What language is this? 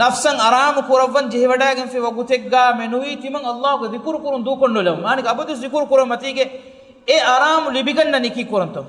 Divehi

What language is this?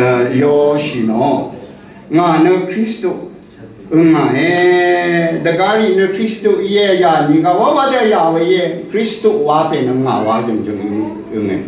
Rawang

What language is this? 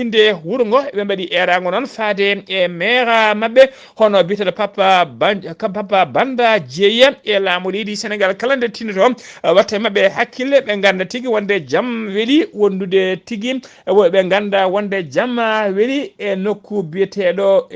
Fula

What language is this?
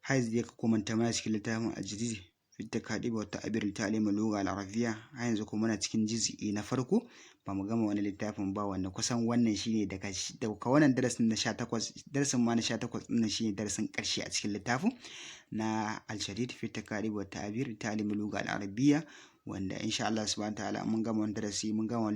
Hausa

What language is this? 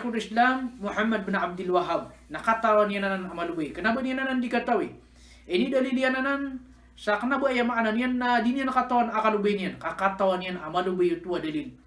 Maranao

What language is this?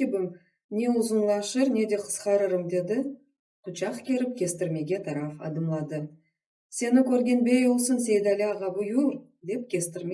Crimean Tatar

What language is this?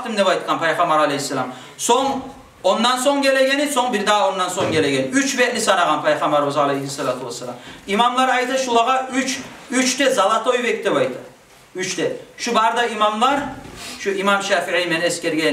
Kumyk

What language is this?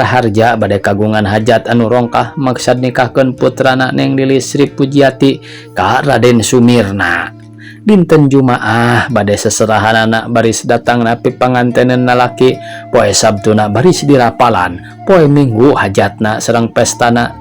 Sundanese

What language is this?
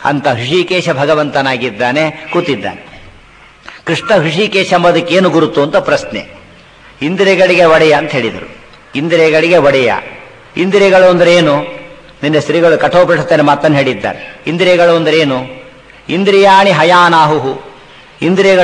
Kannada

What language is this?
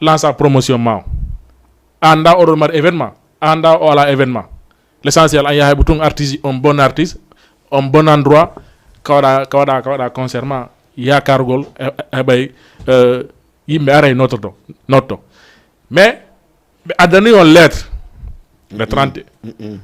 Fula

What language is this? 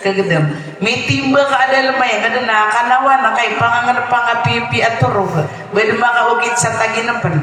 Maranao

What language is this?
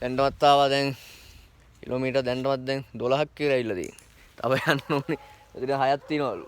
Sinhala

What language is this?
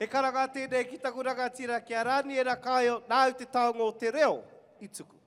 Māori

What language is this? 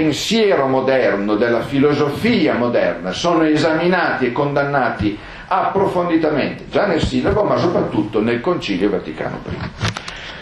Italian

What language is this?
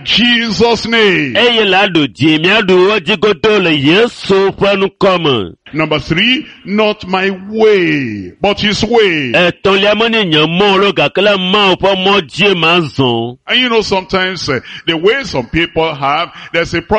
Ewe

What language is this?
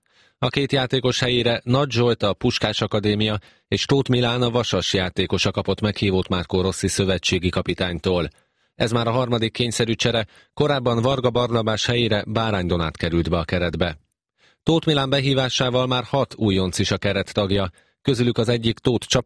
Hungarian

